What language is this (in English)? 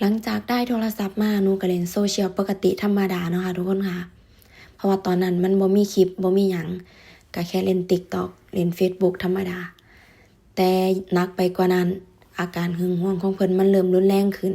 Northeastern Thai